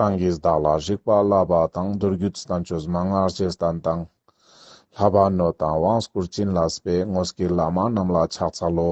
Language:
Ladakhi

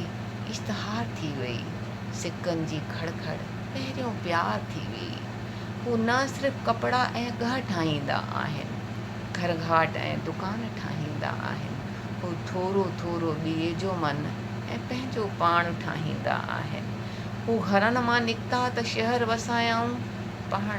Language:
Sindhi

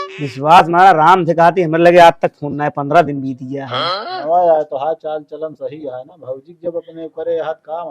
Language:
Awadhi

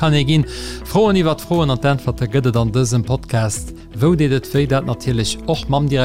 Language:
Luxembourgish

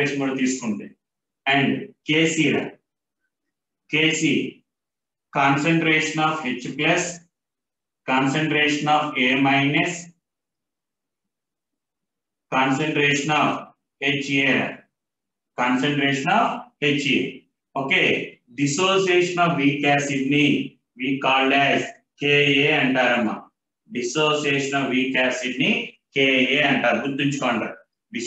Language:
Telugu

